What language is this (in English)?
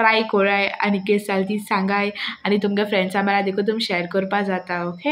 Konkani